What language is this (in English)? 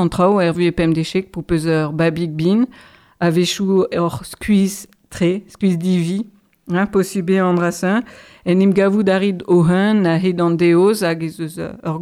Breton